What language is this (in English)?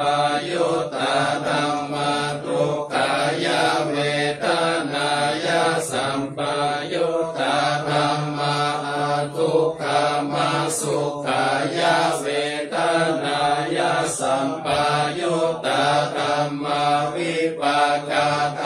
Pali